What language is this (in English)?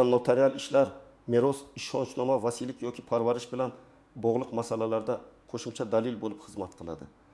Uzbek